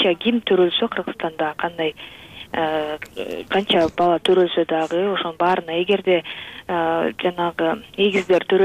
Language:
Kyrgyz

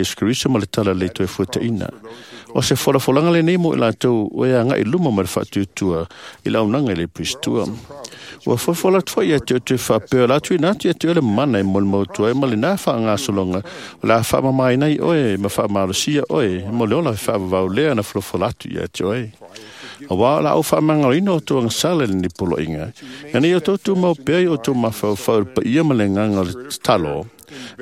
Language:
Samoan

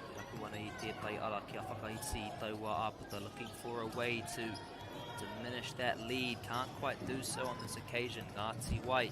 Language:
Māori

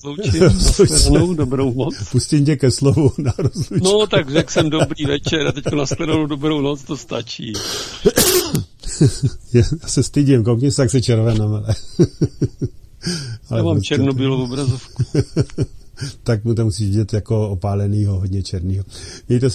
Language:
Czech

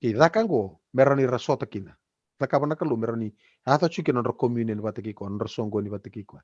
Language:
Fijian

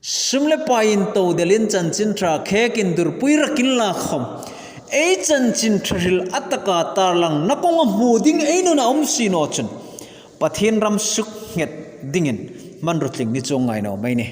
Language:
Hmar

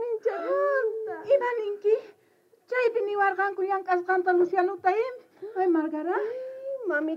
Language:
South Bolivian Quechua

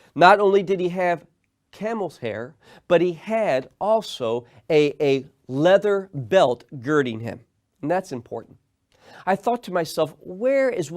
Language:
English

